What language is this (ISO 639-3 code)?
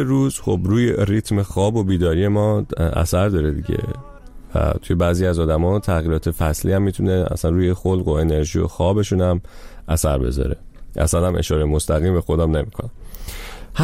fas